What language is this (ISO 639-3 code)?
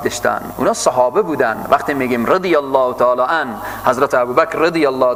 fas